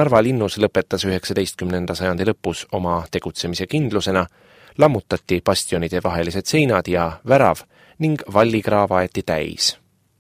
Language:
Estonian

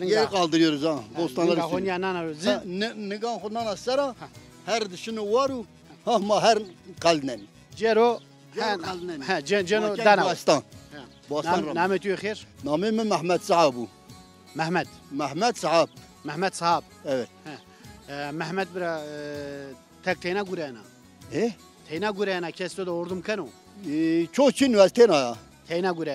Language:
Zaza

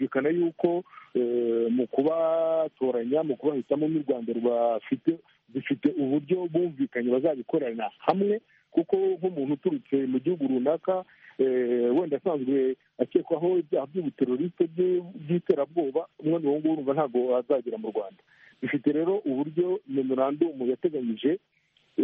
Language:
Kinyarwanda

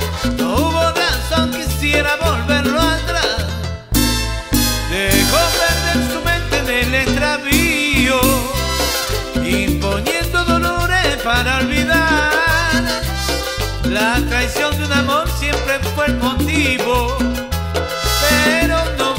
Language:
Spanish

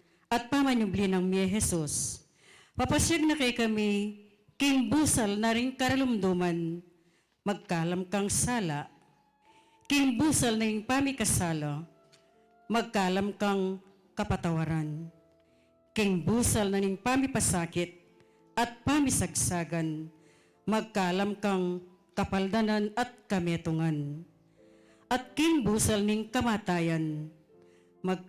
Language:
Pampanga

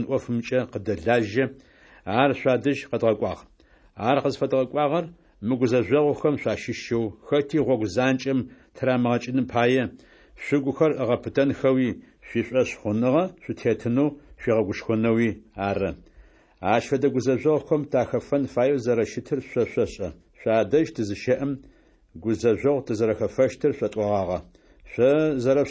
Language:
Adyghe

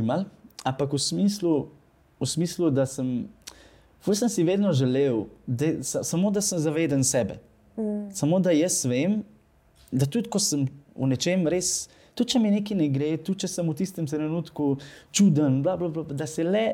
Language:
Slovenian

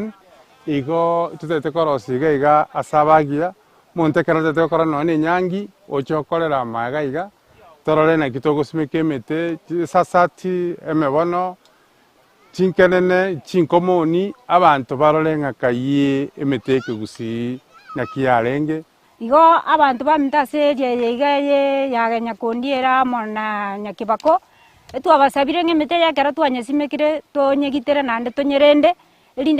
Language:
Gusii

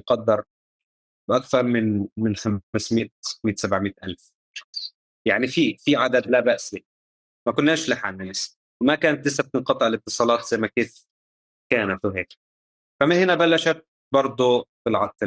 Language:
North Levantine Arabic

